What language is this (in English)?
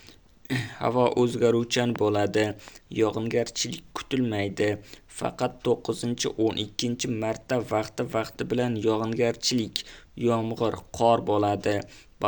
Uzbek